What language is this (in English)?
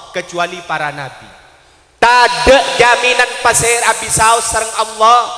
Madurese